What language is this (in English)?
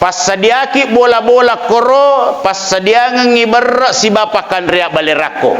Buginese